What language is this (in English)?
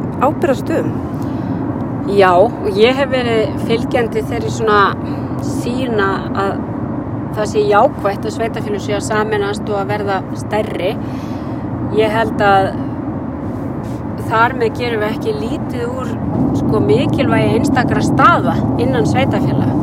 Icelandic